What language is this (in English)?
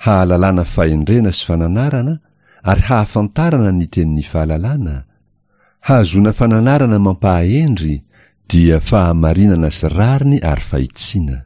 Malagasy